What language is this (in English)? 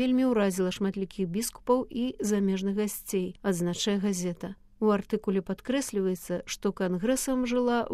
Belarusian